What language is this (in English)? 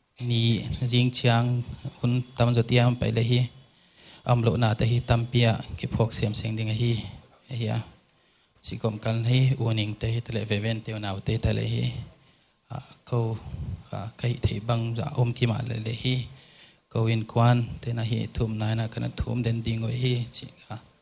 Paite Chin